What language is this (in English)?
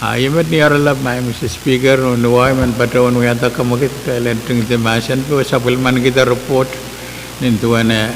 Pohnpeian